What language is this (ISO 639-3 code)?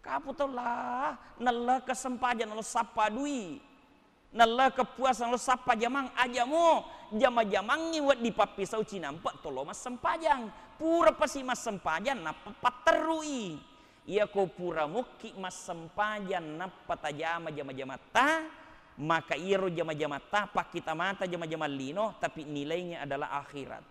bug